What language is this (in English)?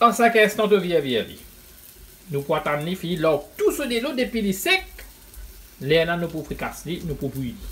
Morisyen